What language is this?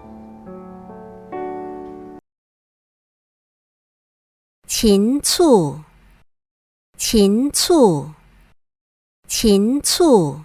Hakka Chinese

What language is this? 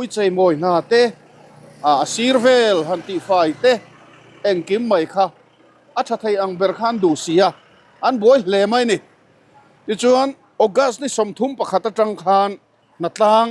Mizo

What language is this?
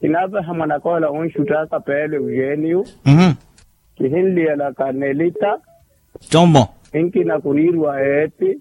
Makhuwa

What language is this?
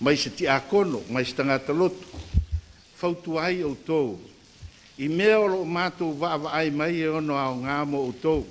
Samoan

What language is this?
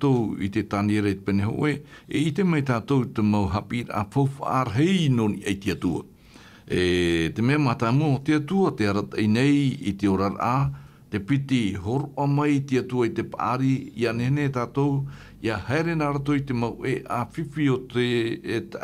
Tahitian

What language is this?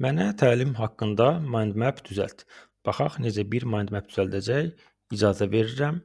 Azerbaijani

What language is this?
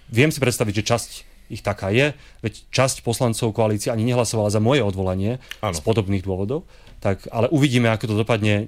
Slovak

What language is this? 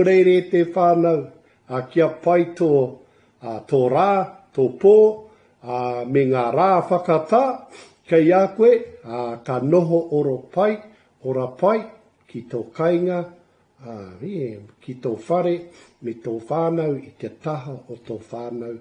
Māori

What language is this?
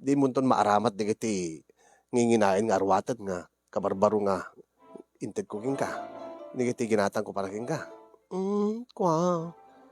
Iloko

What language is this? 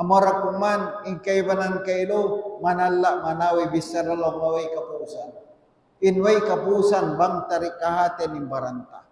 Tausug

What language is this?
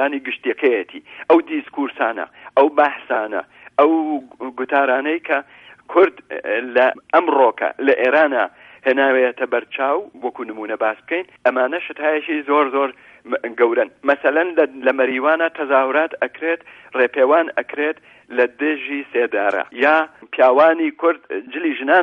Central Kurdish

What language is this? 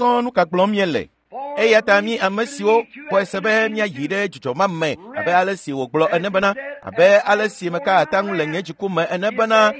Ewe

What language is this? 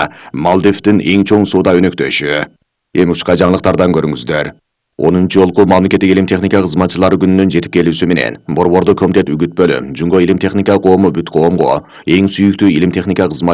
Kyrgyz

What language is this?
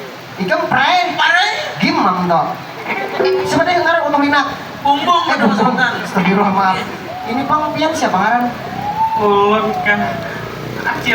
Banjar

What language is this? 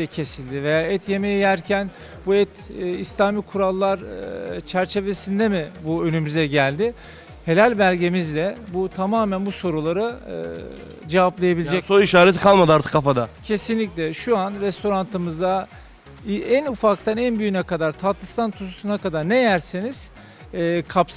Turkish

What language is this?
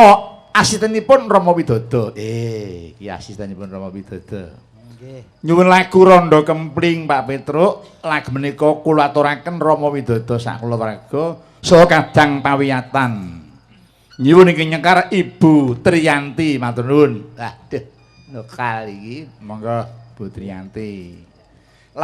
Javanese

